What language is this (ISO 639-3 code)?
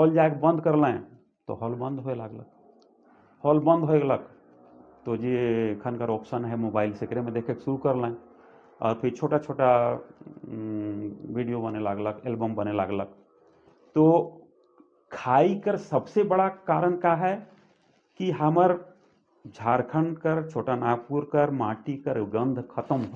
sck